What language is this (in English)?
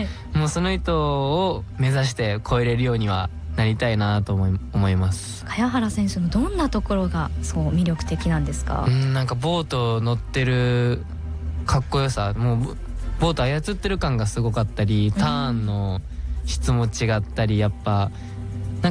Japanese